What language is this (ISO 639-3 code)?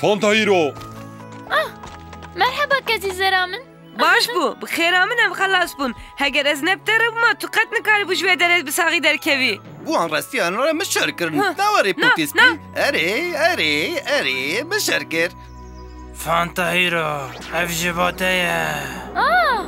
kur